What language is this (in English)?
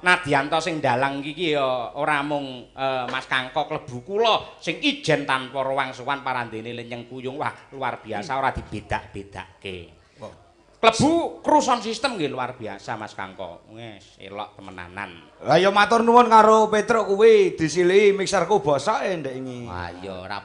Javanese